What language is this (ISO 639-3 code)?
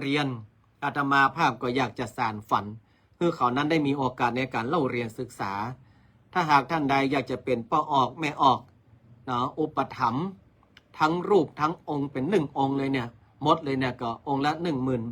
nod